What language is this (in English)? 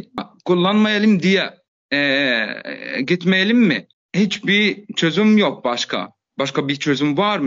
Turkish